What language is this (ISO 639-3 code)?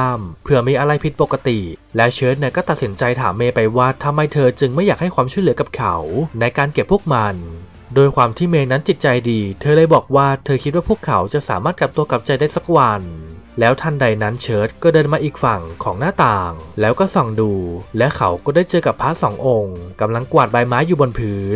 tha